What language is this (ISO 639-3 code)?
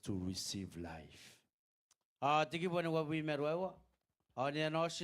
gil